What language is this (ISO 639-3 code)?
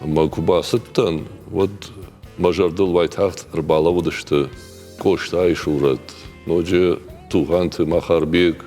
oss